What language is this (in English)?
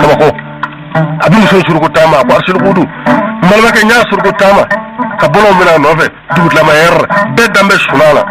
Bambara